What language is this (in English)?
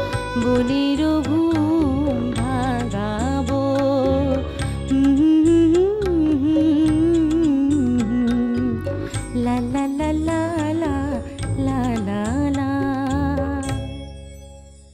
Bangla